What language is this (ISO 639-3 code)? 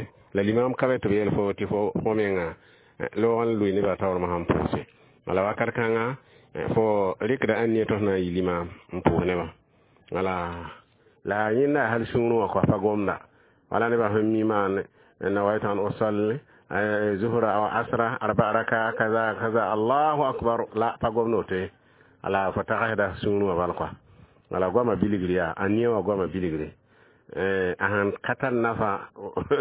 mos